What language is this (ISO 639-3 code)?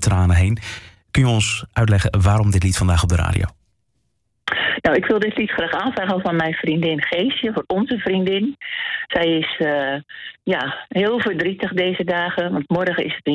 nld